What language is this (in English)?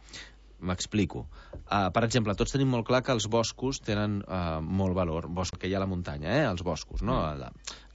Catalan